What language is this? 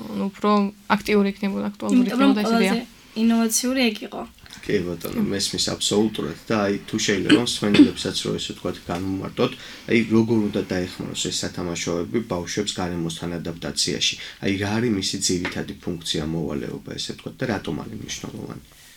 Georgian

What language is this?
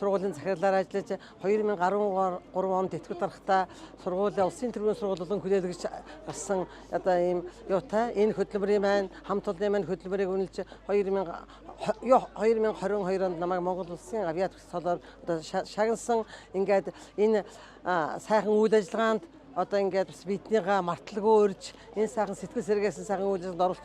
Mongolian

